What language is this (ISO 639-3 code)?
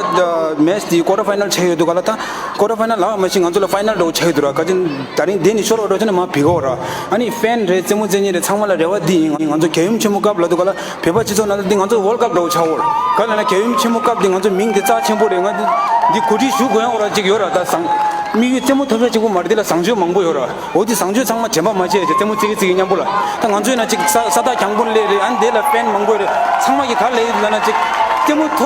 bod